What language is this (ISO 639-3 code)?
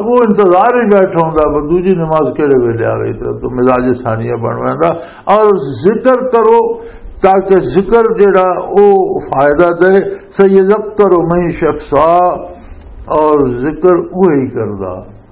lah